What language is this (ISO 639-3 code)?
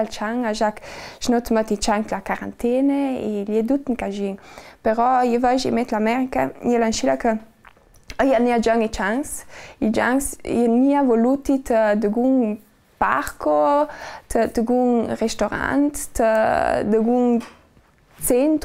lld